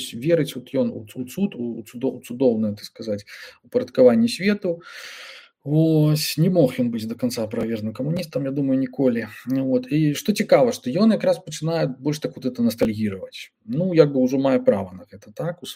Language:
Belarusian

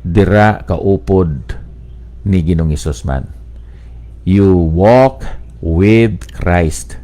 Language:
Hiligaynon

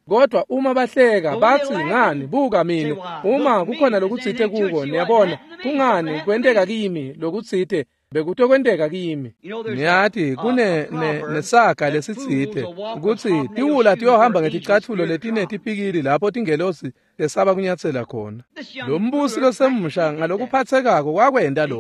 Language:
Swati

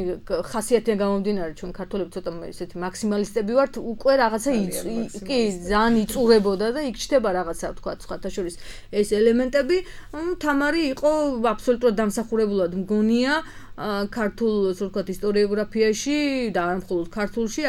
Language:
Georgian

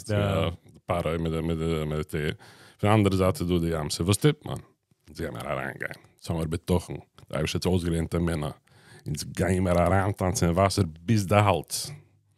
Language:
Yiddish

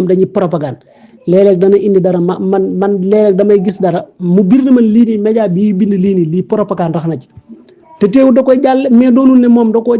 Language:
Wolof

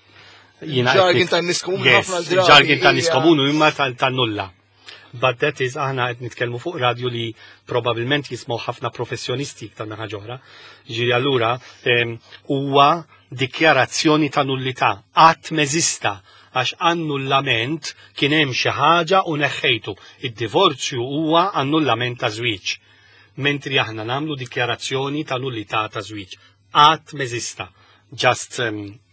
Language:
Maltese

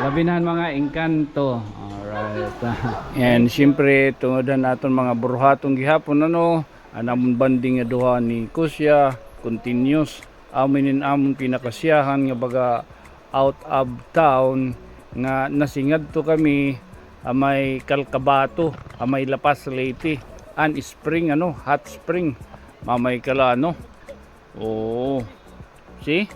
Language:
Waray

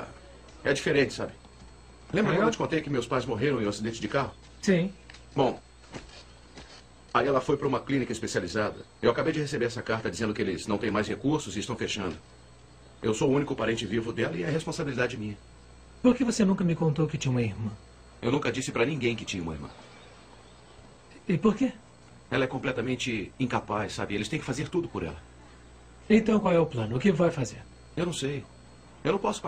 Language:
Portuguese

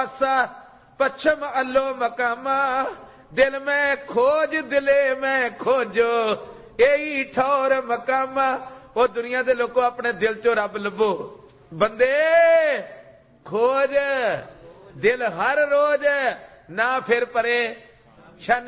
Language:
Punjabi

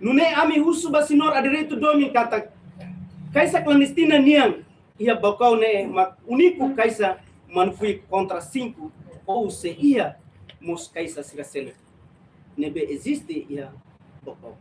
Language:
Tetum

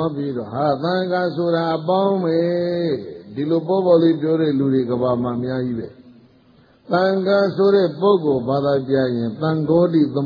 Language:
Burmese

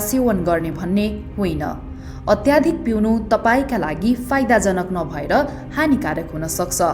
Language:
Nepali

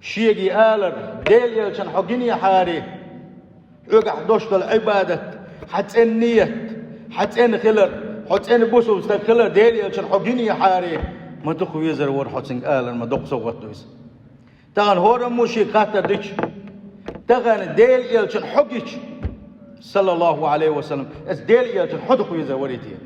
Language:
Chechen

